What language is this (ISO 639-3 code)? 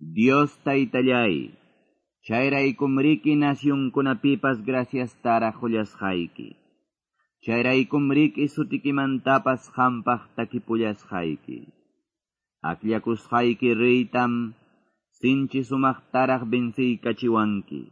que